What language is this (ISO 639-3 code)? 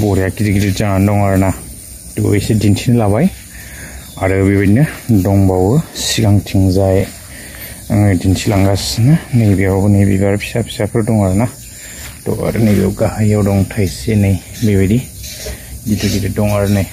brx